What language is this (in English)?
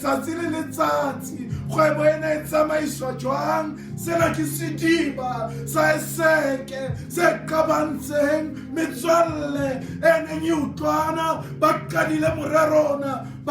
Southern Sotho